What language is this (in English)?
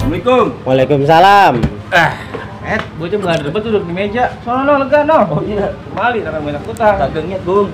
Betawi